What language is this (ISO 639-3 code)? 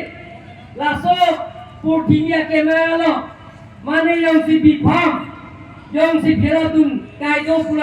mjw